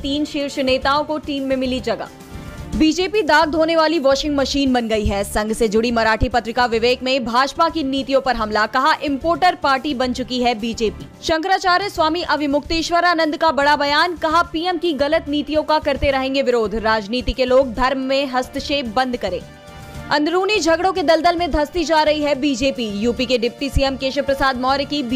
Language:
Hindi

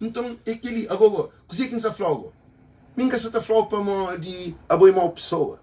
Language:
Kabuverdianu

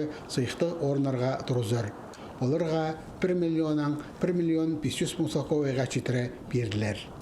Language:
Khakas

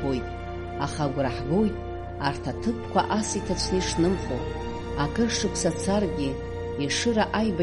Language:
Abkhazian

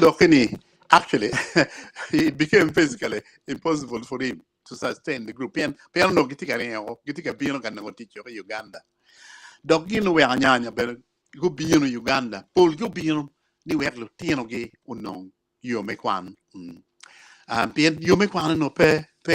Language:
Acoli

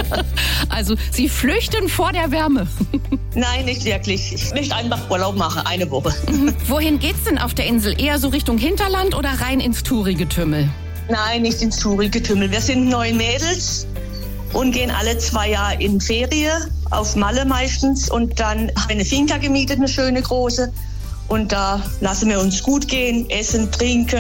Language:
German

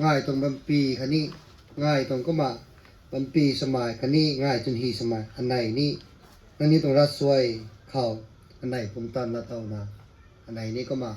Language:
Rongmei Naga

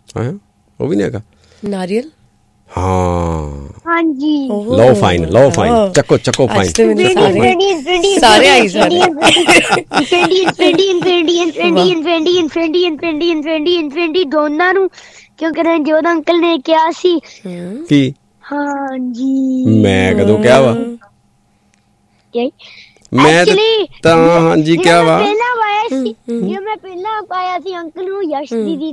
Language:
Punjabi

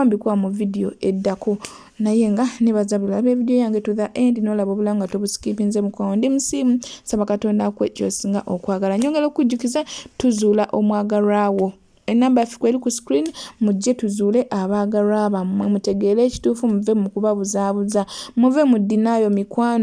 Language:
Ganda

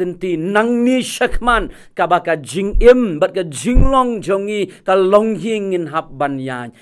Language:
Khasi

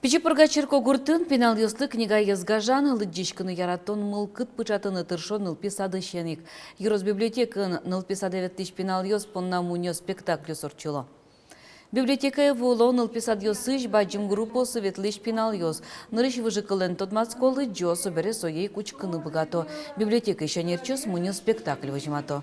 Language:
Udmurt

